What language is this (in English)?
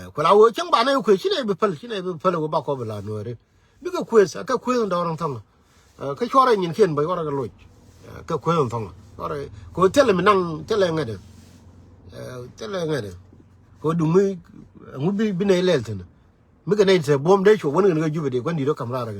Nuer